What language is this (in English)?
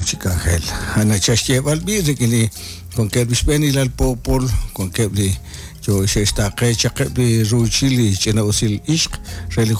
Kekchí